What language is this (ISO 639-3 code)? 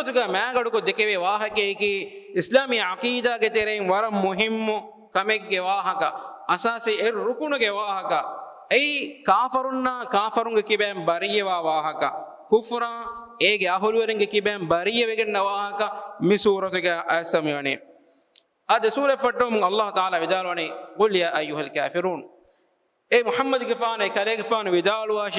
div